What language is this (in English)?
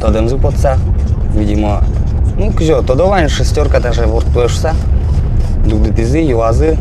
Udmurt